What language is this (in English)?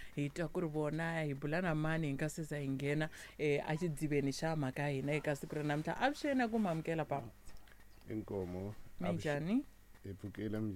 Tsonga